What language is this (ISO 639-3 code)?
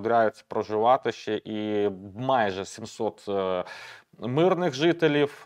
ukr